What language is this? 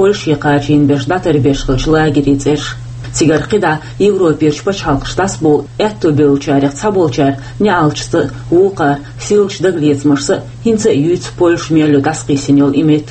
Chechen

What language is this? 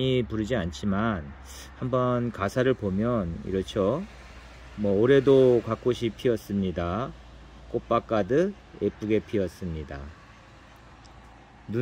Korean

